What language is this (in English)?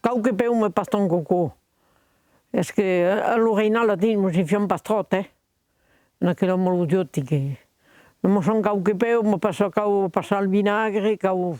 Occitan